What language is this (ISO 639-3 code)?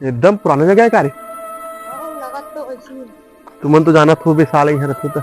hne